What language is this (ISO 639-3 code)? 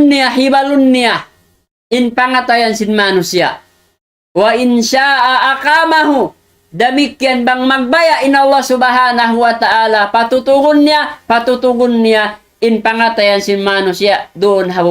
tsg